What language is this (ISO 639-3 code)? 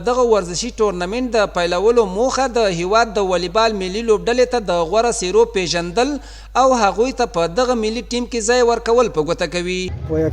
pus